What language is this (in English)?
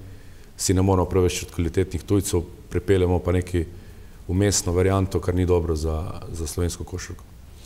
Slovenian